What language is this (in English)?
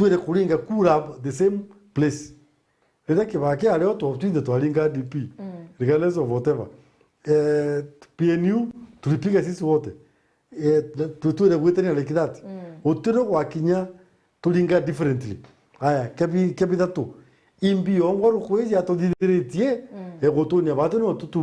Meru